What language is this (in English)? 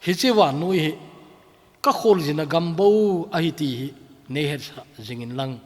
Thado Chin